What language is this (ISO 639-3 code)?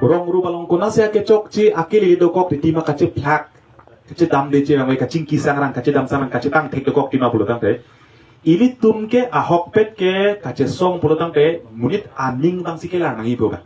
mjw